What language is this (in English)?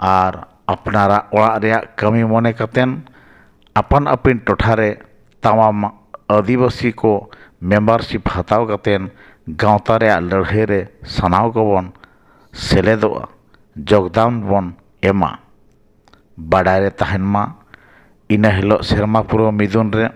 Santali